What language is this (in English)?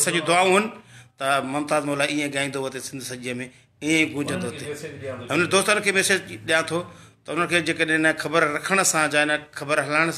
Sindhi